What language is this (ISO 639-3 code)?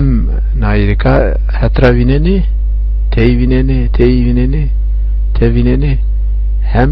zza